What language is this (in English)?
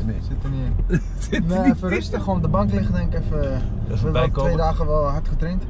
Dutch